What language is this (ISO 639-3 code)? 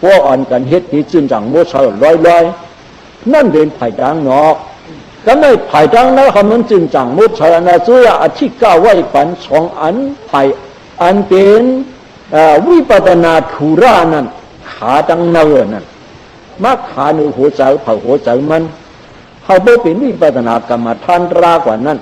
shn